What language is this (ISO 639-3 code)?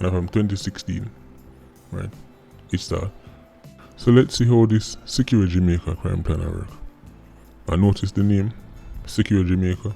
jam